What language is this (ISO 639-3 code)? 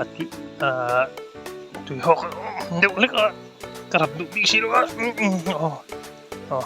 lus